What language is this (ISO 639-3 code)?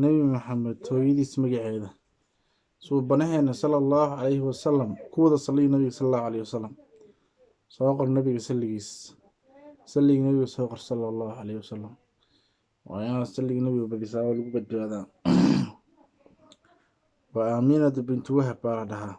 som